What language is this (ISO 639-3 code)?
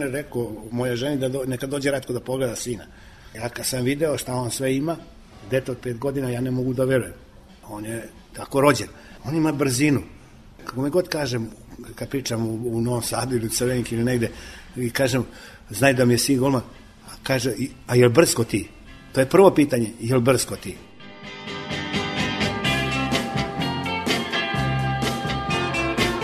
srp